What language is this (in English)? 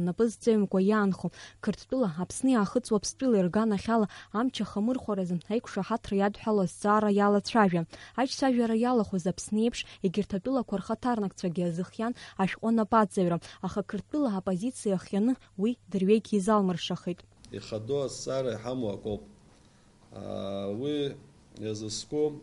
Abkhazian